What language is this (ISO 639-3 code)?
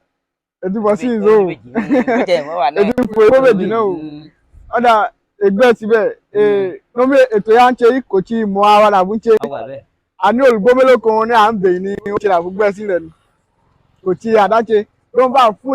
yor